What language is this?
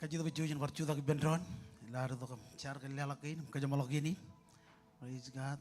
Marshallese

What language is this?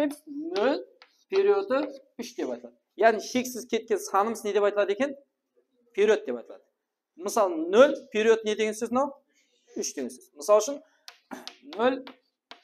Kara-Kalpak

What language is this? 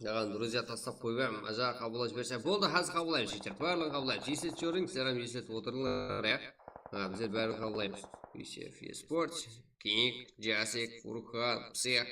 Kara-Kalpak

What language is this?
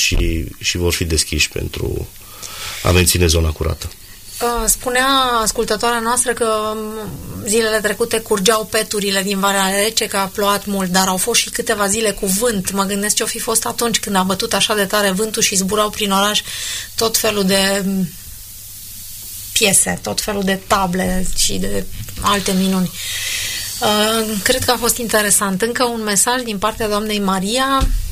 Romanian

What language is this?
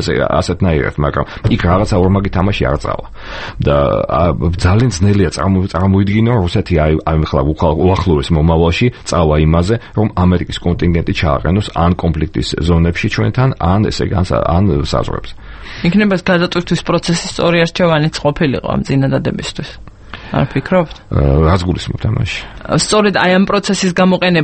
Georgian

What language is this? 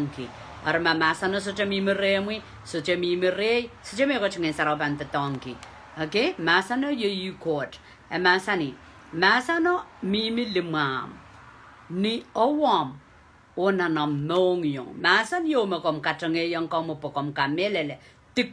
Pohnpeian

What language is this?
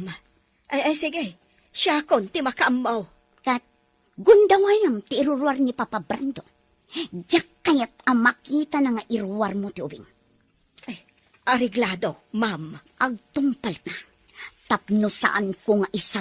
Iloko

